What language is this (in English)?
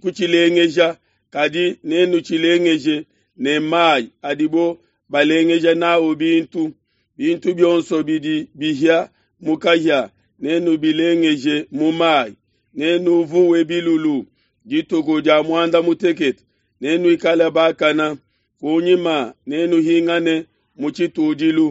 Luba-Lulua